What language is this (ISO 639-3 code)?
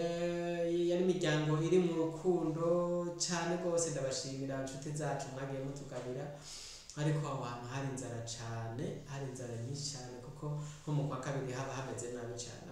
run